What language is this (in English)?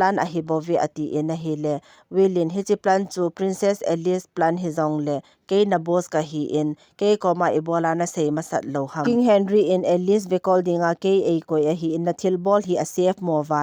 Thado Chin